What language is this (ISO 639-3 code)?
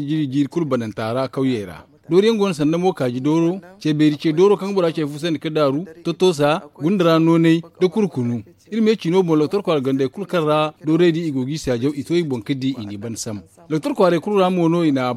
dje